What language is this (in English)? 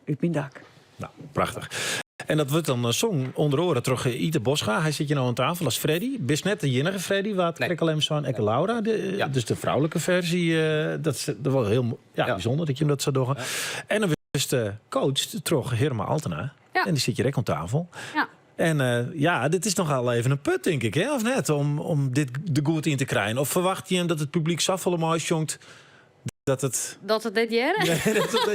Western Frisian